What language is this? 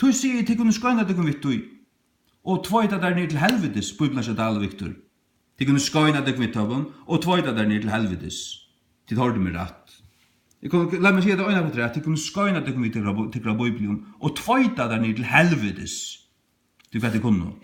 Faroese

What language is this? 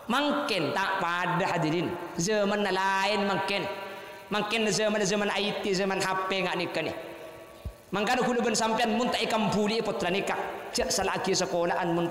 Madurese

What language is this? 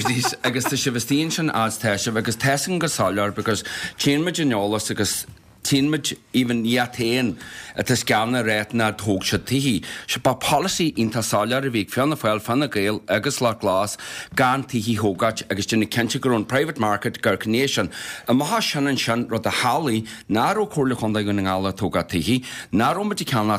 Irish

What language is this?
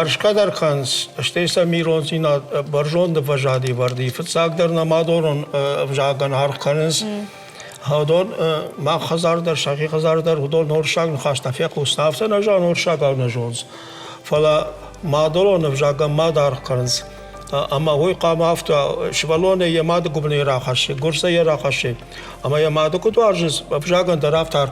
Ossetic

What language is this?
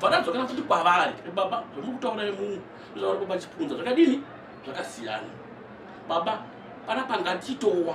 Shona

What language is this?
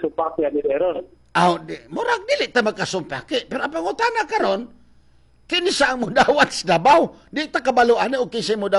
Cebuano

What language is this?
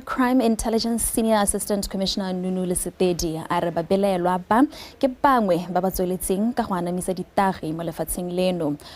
Tswana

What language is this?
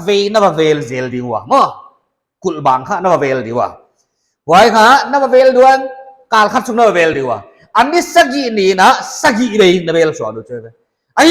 Paite Chin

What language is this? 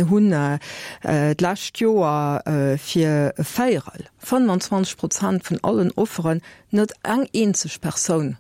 Luxembourgish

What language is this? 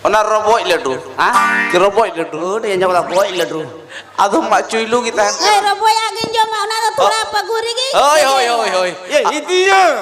Santali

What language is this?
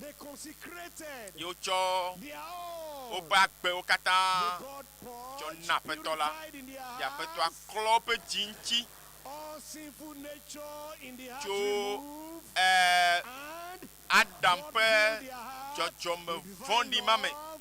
Ewe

